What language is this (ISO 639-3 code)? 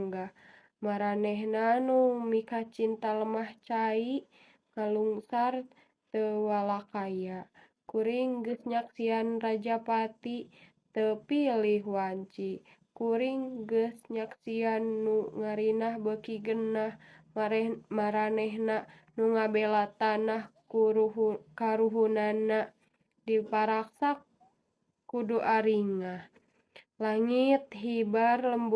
sun